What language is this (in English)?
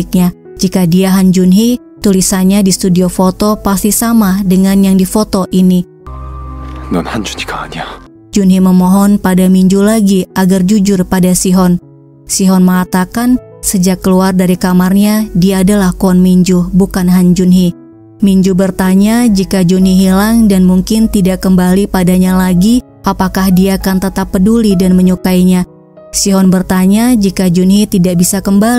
Indonesian